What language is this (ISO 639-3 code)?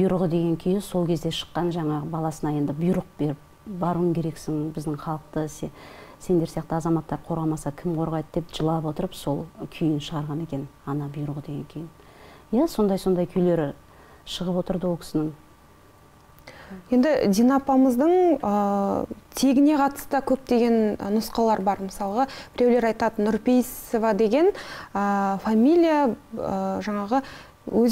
kaz